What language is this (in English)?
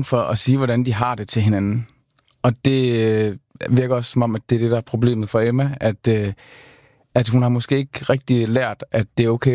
Danish